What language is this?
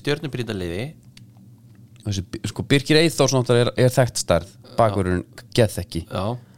Icelandic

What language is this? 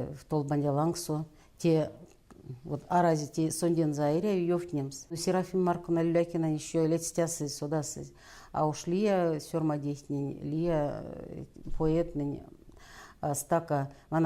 Erzya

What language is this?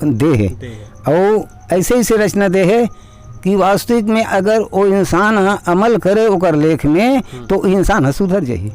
Chhattisgarhi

